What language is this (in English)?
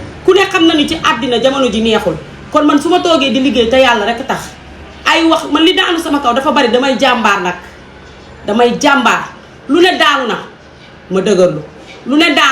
Wolof